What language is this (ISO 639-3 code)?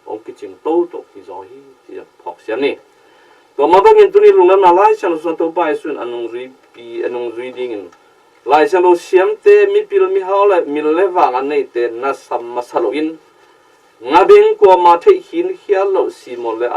ctd